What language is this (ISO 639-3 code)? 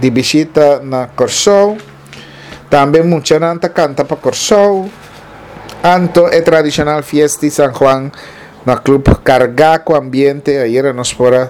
pap